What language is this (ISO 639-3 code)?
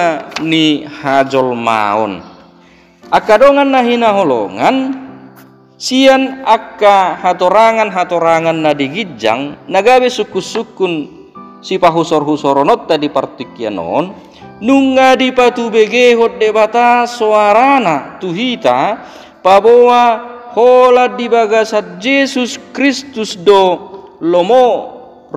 bbc